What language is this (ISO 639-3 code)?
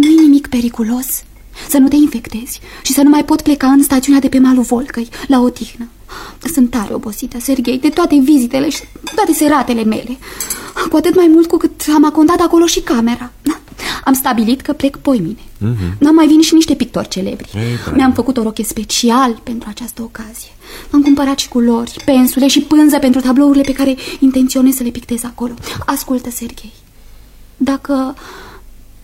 ron